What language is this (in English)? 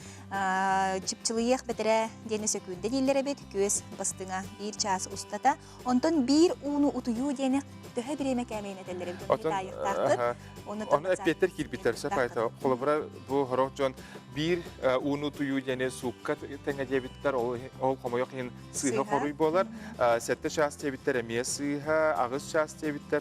Yakut